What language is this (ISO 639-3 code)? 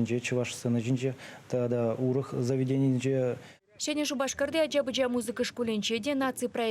chv